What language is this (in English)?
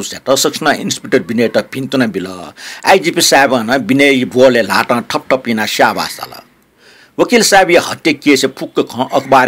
Newari